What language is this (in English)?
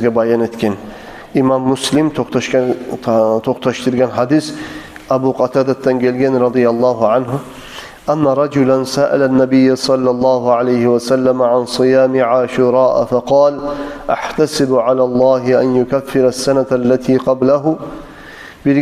Kumyk